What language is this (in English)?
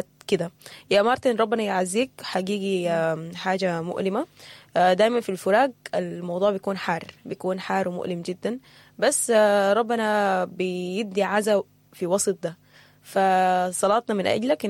Sudanese Arabic